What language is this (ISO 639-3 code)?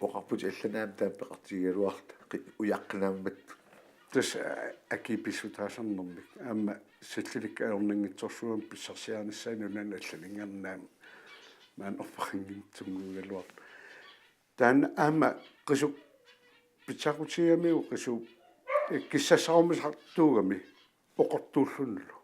kal